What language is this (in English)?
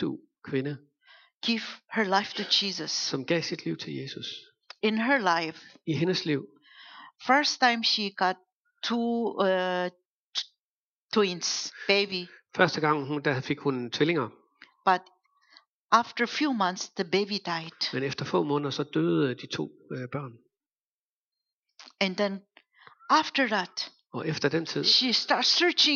Danish